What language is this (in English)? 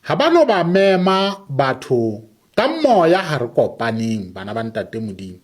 Southern Sotho